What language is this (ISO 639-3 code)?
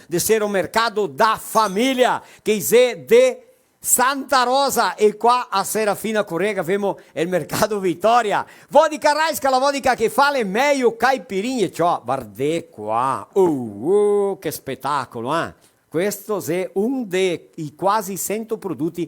vec